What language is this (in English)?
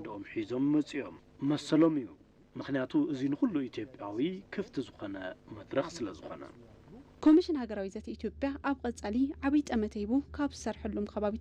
Tigrinya